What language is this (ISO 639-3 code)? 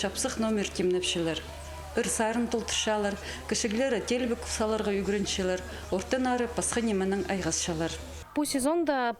kjh